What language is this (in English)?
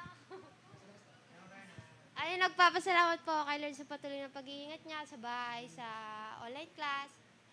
Filipino